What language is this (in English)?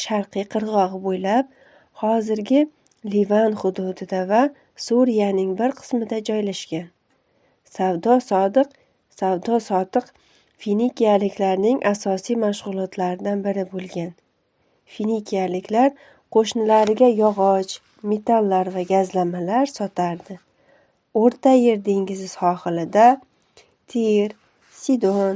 Uzbek